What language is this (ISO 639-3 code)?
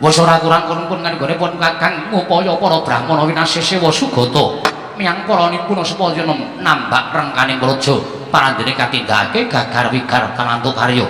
jav